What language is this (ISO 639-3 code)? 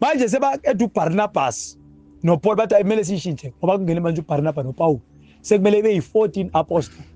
zul